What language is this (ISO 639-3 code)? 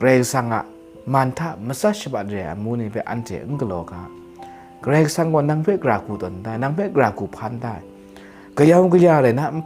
kac